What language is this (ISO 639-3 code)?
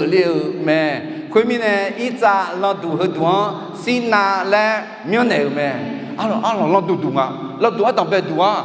ahk